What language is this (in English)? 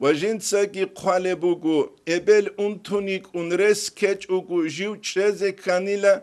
Avaric